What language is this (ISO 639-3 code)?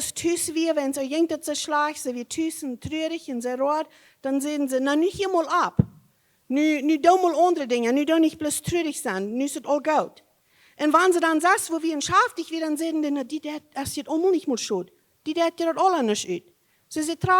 pdt